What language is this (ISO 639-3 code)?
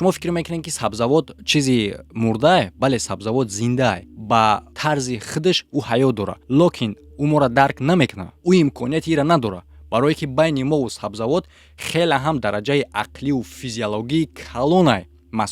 tgk